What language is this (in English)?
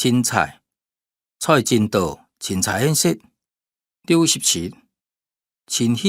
Hakka Chinese